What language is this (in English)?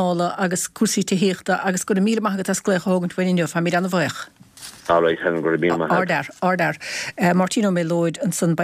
Irish